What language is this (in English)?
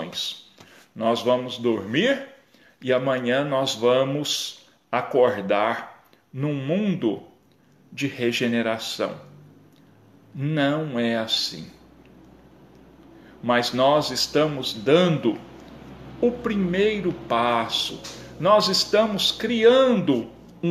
Portuguese